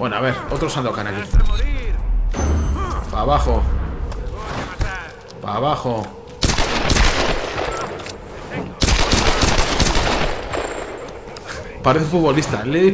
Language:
Spanish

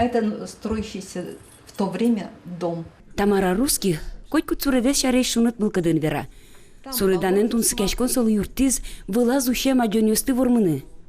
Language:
Udmurt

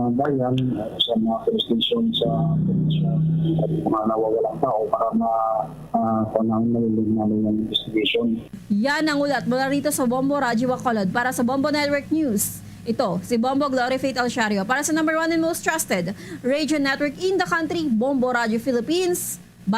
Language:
Hiligaynon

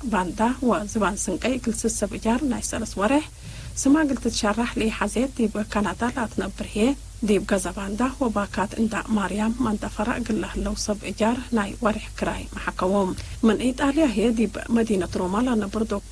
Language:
Tigre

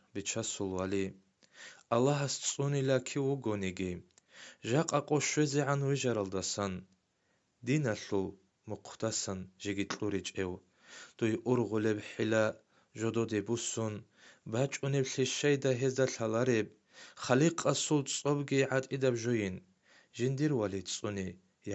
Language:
Avaric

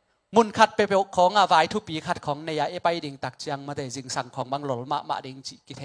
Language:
Tedim Chin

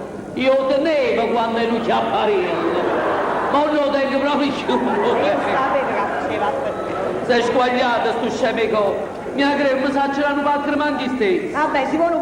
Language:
Neapolitan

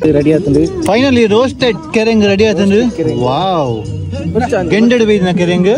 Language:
Tulu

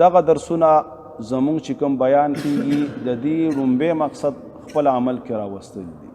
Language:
Pashto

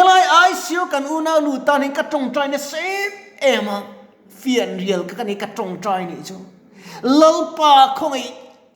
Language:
Mizo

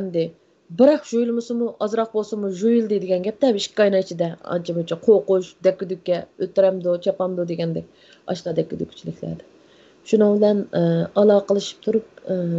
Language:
Uyghur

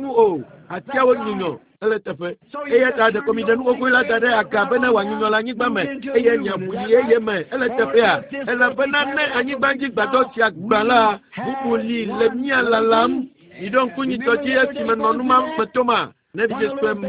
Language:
Ewe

